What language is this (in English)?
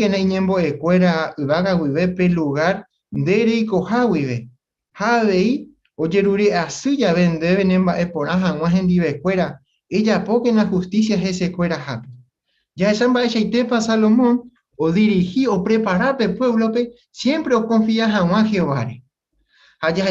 Guarani